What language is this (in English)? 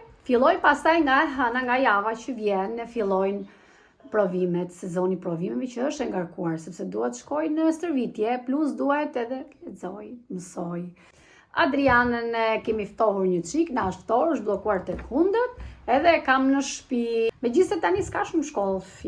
Albanian